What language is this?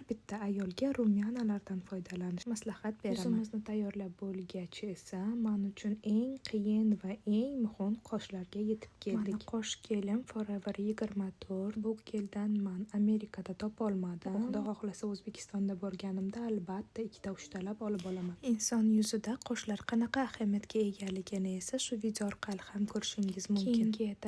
Uzbek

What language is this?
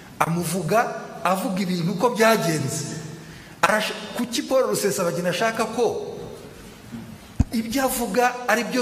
Kinyarwanda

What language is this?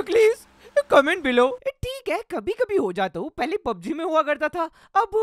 Hindi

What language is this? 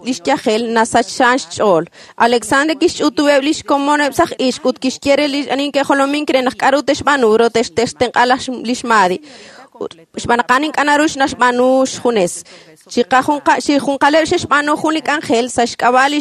Kekchí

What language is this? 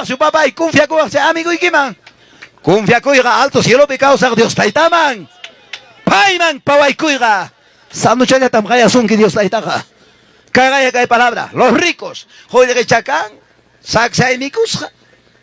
Ayacucho Quechua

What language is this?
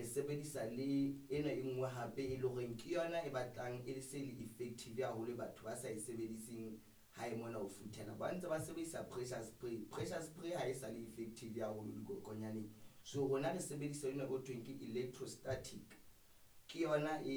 Southern Sotho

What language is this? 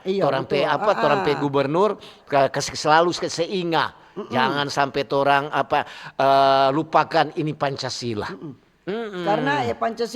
Manado Malay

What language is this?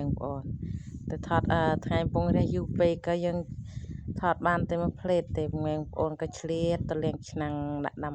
Khmer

